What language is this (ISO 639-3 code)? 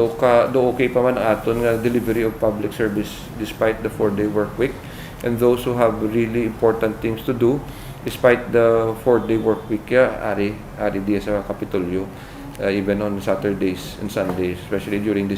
hil